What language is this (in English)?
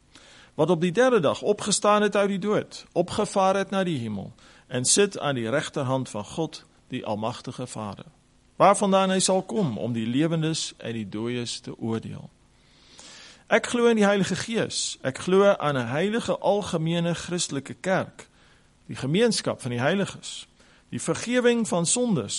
Afrikaans